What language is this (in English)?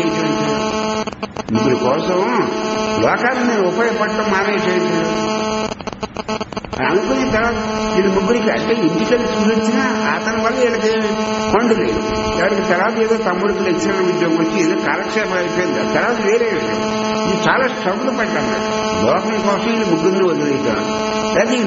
Telugu